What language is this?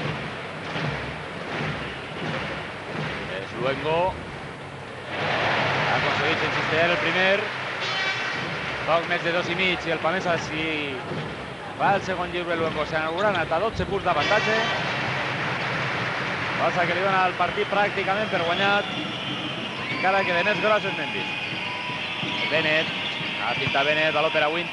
Catalan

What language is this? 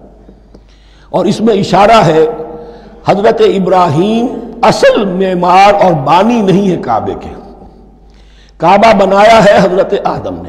Urdu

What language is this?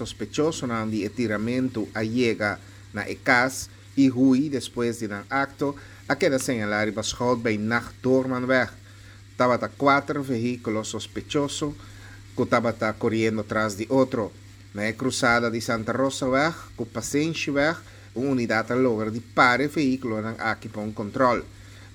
Papiamento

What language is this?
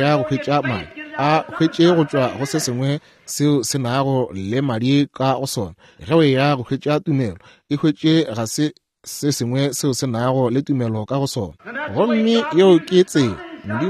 Northern Sotho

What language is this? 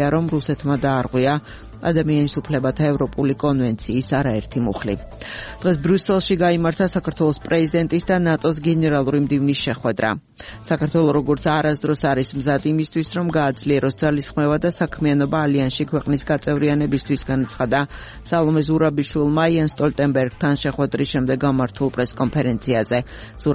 Georgian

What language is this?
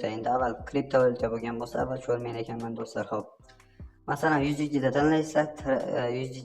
Uzbek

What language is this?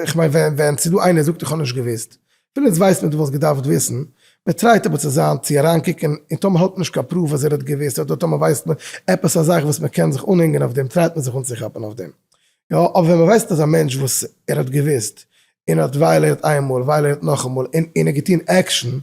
Yiddish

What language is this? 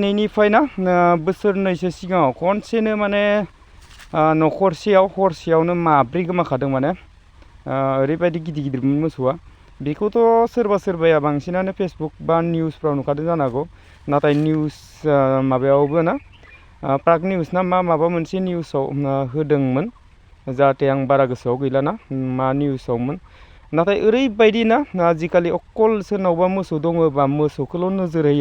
Bodo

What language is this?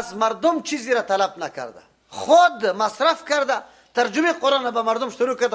Persian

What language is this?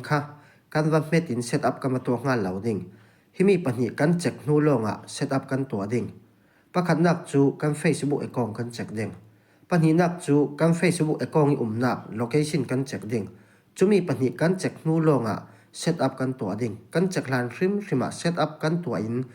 Falam Chin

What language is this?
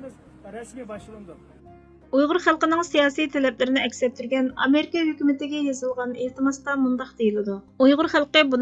Uyghur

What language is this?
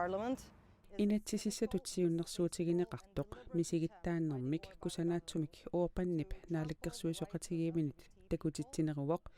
Kalaallisut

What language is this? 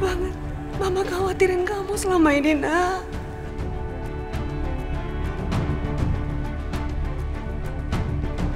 Indonesian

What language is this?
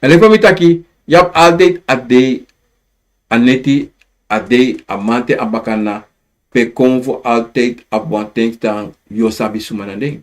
Sranan Tongo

